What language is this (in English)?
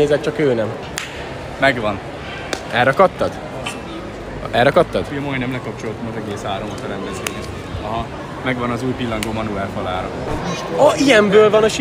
Hungarian